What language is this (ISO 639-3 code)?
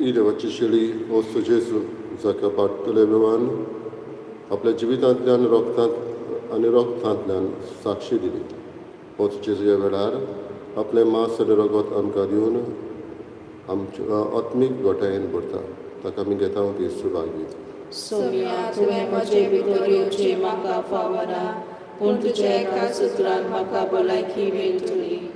kok